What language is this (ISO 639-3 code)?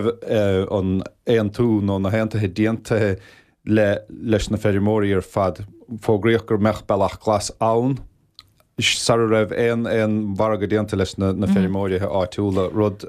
gle